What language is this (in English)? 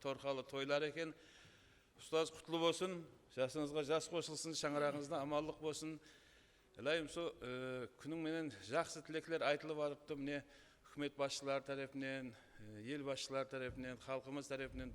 Kara-Kalpak